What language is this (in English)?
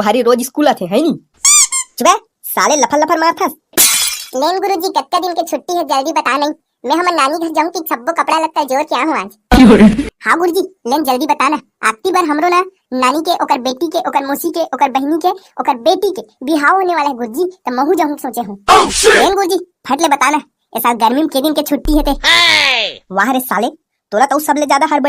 Chhattisgarhi